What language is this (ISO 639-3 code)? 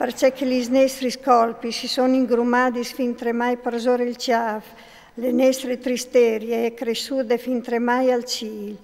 fur